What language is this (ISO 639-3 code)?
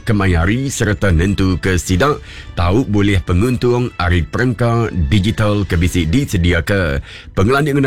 iba